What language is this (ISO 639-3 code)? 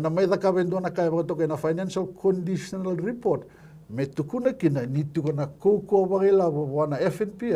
fij